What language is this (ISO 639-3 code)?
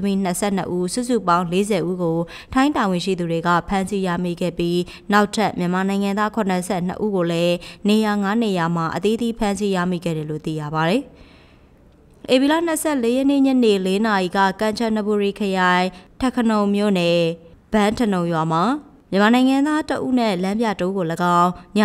mya